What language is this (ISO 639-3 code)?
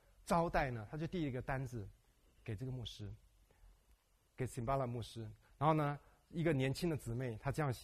zho